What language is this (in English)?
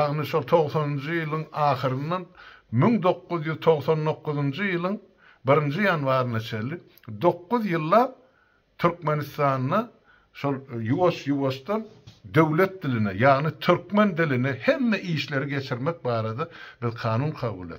Turkmen